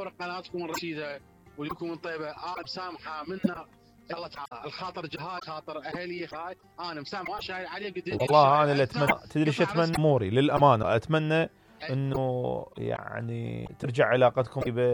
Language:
Mesopotamian Arabic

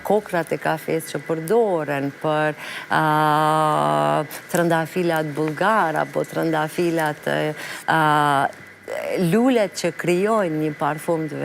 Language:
Albanian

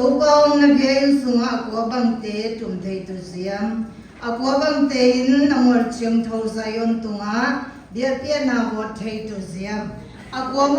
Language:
Siyin Chin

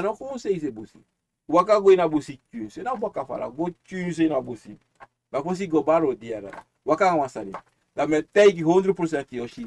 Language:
Sranan Tongo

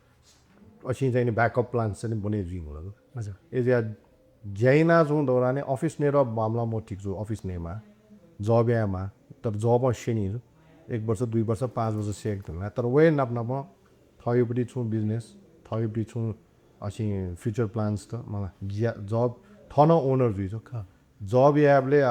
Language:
Newari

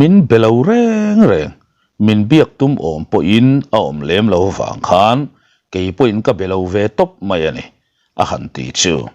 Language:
Mizo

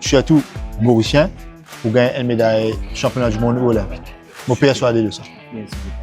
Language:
Morisyen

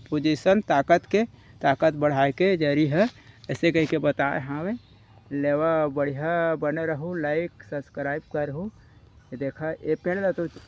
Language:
Chhattisgarhi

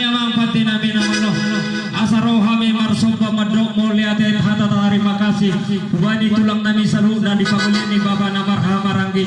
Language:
Batak Toba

